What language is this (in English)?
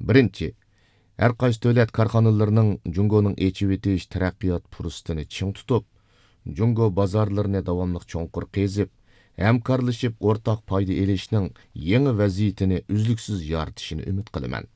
Uyghur